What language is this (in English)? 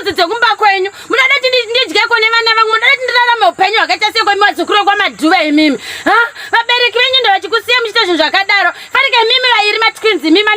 Shona